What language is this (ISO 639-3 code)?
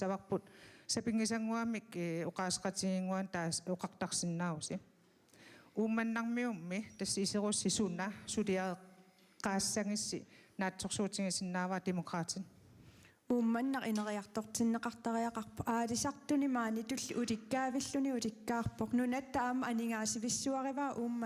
kal